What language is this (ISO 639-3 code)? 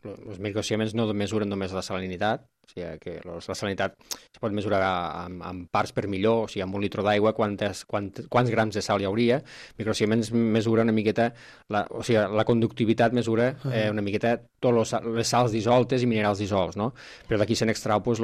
cat